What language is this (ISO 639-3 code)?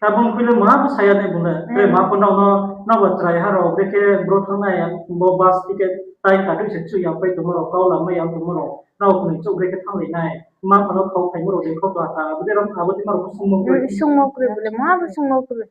ria